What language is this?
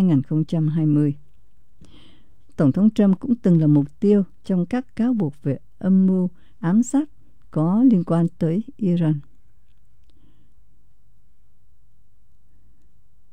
Vietnamese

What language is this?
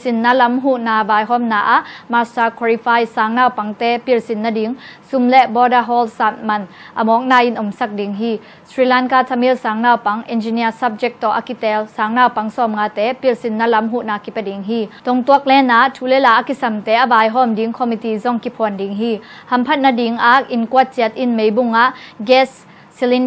Tedim Chin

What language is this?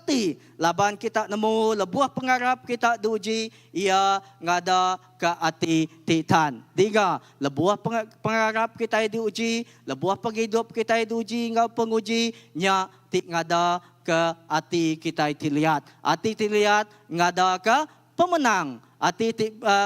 Iban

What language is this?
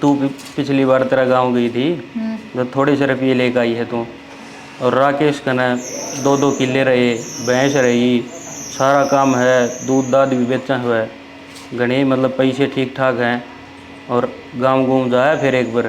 Haryanvi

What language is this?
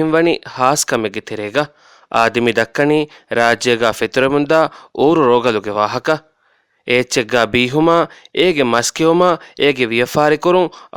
Divehi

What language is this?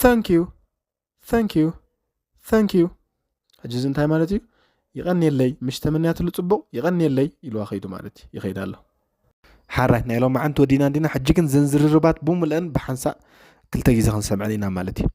Tigrinya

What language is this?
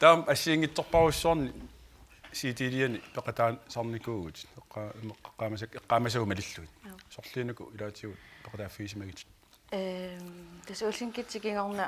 Kalaallisut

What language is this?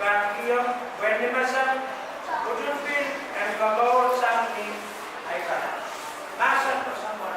Pohnpeian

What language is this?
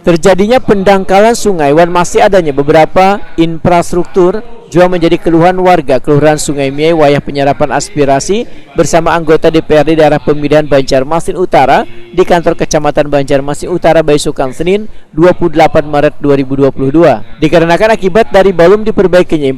Banjar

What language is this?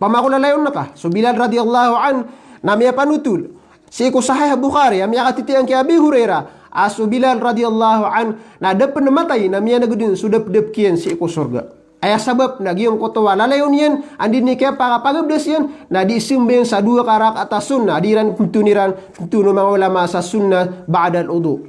Maranao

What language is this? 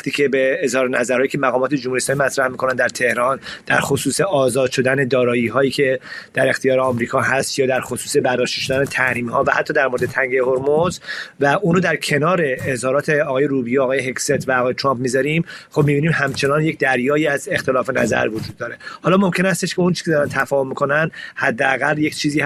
Persian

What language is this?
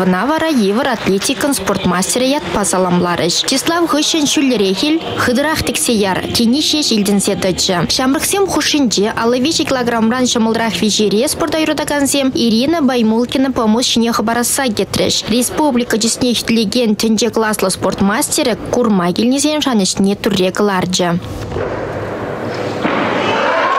Chuvash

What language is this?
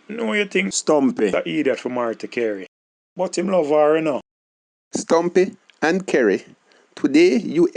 Jamaican Creole English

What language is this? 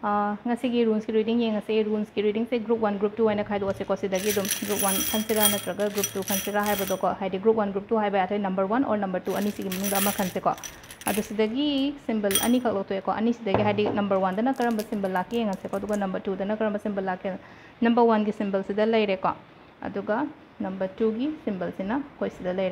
Manipuri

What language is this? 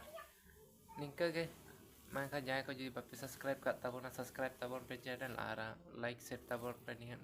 Santali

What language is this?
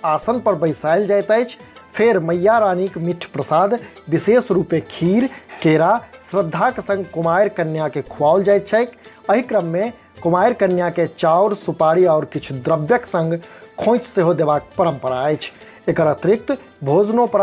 Maithili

